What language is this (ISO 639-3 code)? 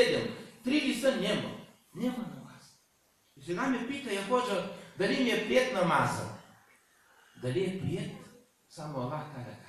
bul